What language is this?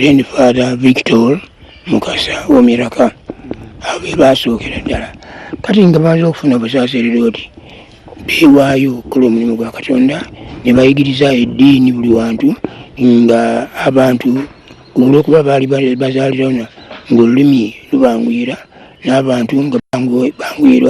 Ganda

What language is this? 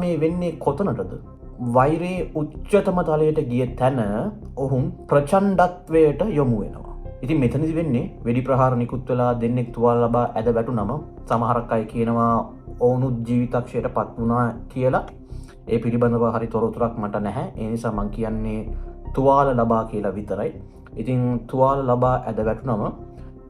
Sinhala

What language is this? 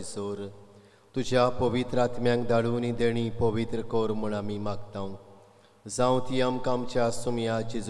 Konkani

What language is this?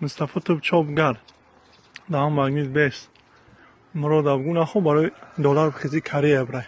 Tajik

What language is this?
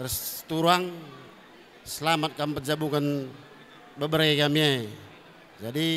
Batak Karo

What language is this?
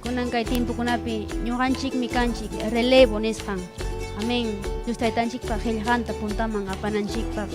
Ayacucho Quechua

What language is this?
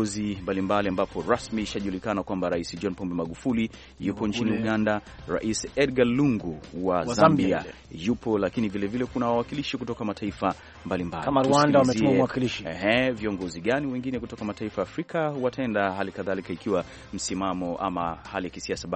Swahili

